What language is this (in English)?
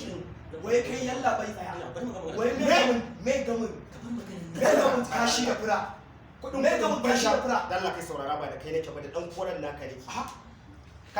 Hausa